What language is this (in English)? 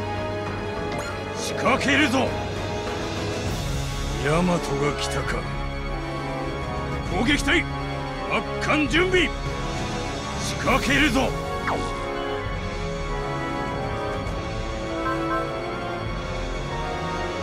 Japanese